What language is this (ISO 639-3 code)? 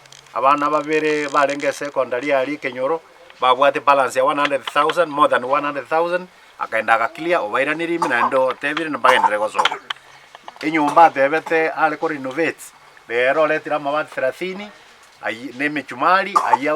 guz